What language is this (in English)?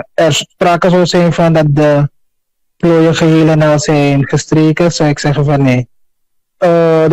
Dutch